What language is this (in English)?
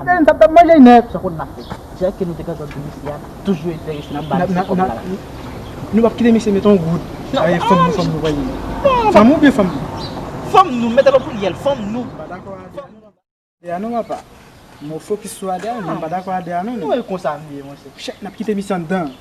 Haitian Creole